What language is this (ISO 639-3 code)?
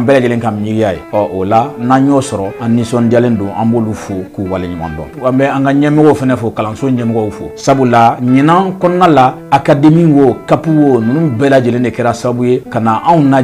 bam